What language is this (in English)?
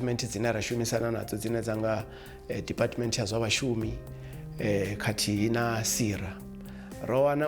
Venda